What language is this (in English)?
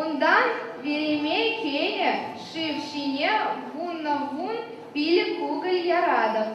Chuvash